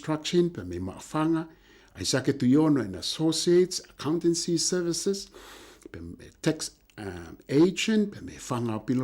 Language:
Tongan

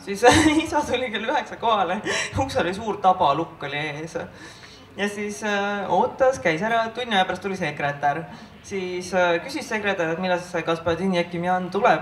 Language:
Estonian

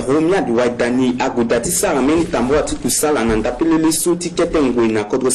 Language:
Sango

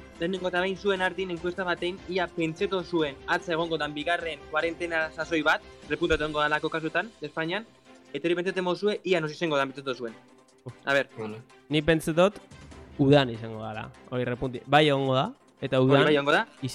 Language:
Basque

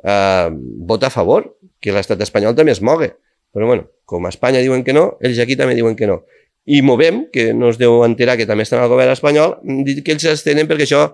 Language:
Catalan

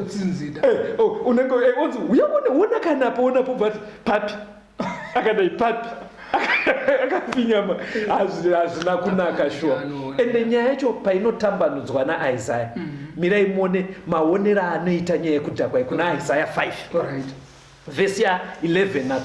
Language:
Shona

